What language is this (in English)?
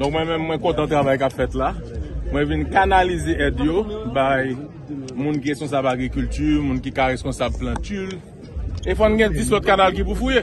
Haitian Creole